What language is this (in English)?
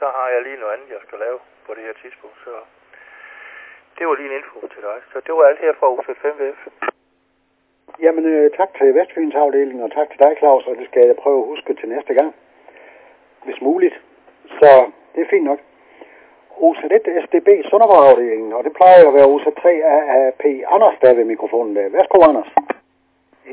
Danish